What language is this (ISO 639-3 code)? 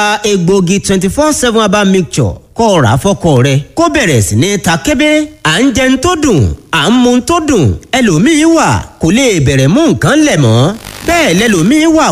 yor